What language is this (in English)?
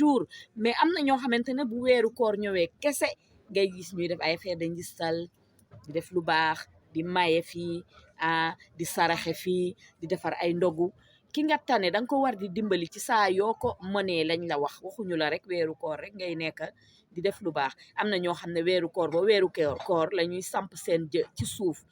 Wolof